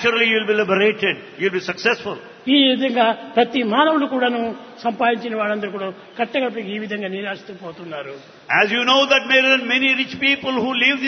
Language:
Telugu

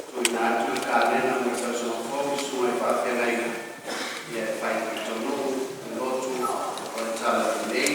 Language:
Samoan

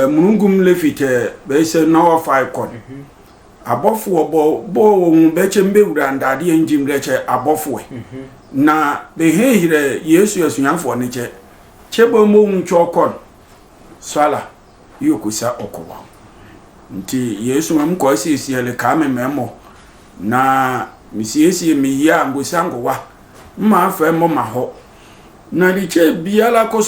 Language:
Sehwi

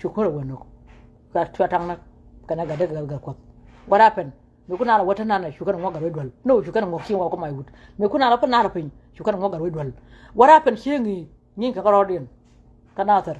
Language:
Nuer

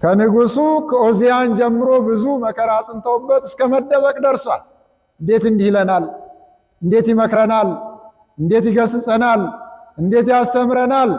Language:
Amharic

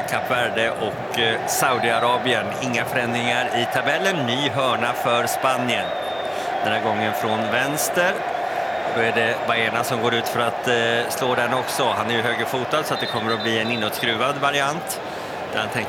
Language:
Swedish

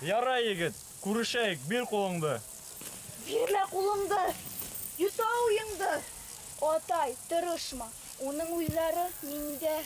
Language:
Bashkir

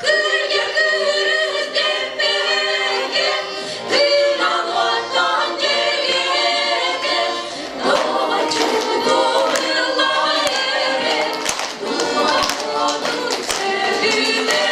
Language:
Yakut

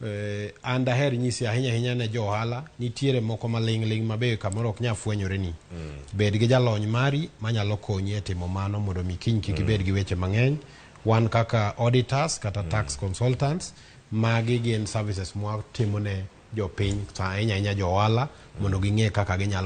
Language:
Luo (Kenya and Tanzania)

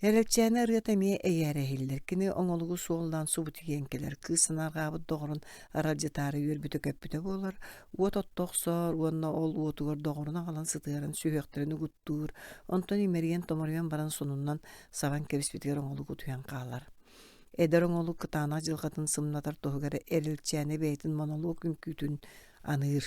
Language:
Yakut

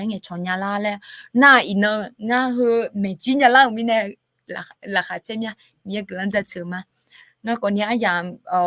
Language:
Akha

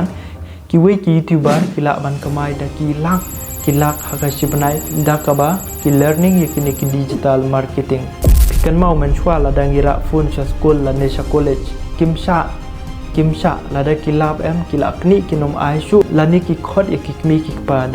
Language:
Khasi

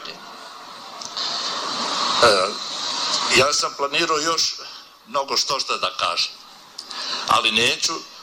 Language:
Bosnian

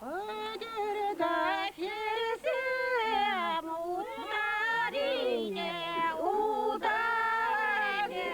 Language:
Chuvash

